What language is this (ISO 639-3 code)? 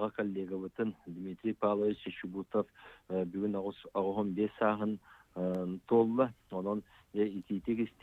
sah